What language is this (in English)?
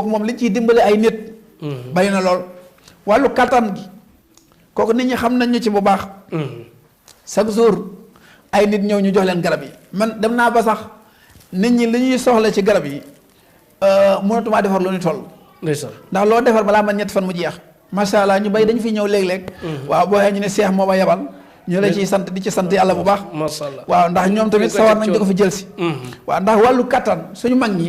Wolof